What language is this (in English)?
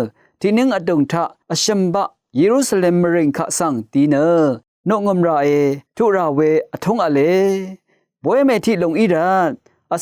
Rawang